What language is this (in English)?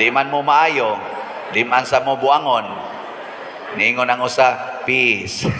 Cebuano